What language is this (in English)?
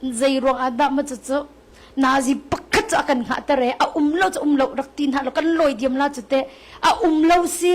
Hakha Chin